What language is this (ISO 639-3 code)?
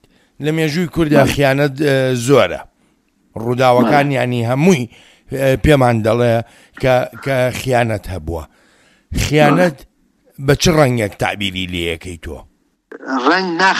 ckb